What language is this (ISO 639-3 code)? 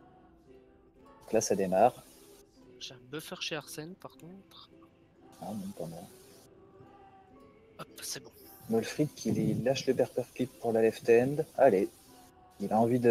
fra